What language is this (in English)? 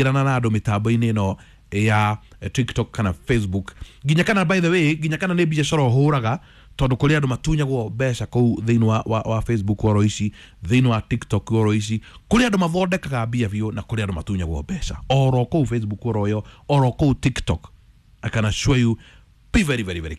Kikuyu